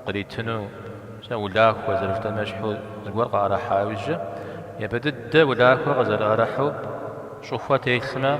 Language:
Kabardian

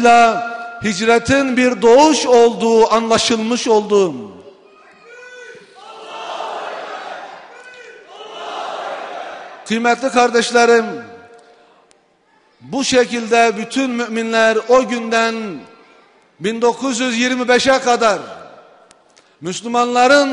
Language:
Turkish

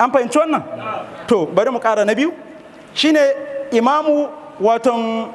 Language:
Hausa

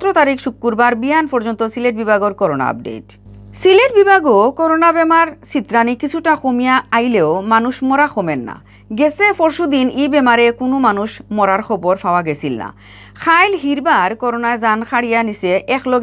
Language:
Sylheti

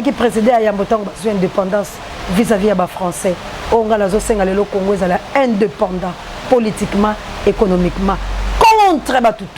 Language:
Lingala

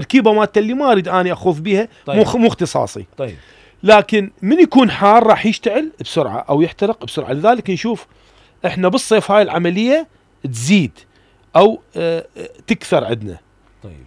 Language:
Mesopotamian Arabic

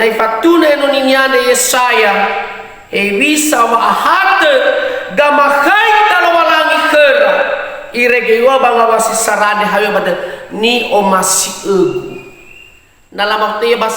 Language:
Nias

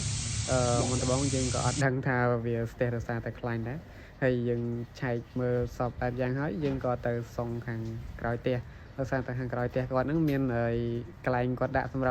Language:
Khmer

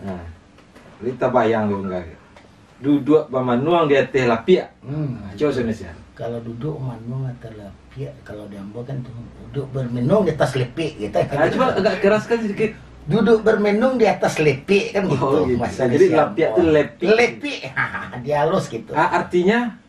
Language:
Minangkabau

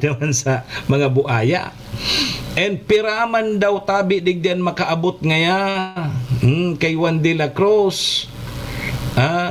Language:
Bikol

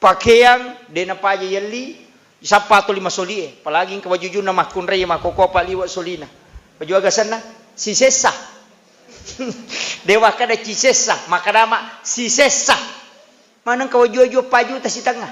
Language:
Buginese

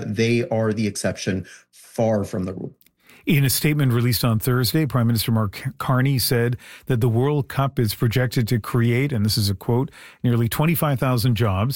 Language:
English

